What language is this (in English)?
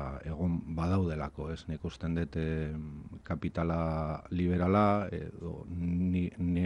Basque